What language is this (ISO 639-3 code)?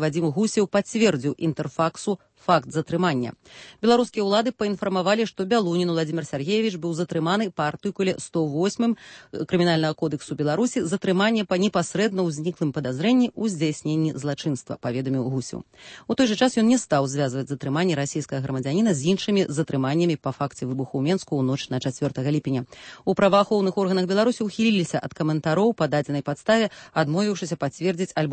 bel